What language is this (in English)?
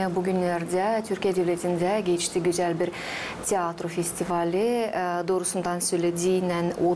Gagauz